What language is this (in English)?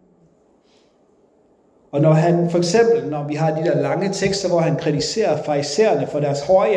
Danish